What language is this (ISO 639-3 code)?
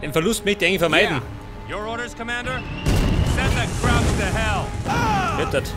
bar